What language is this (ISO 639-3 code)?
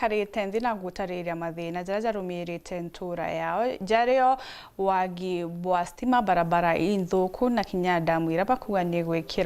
mer